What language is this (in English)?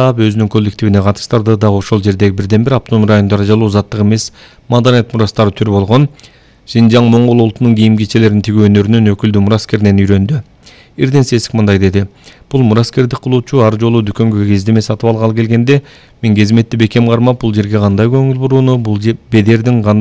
Kyrgyz